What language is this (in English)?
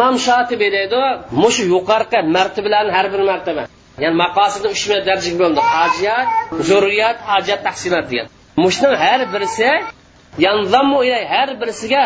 Uyghur